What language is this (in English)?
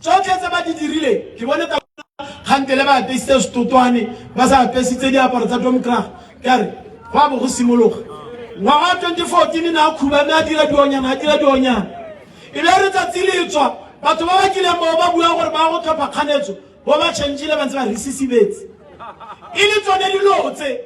Tswana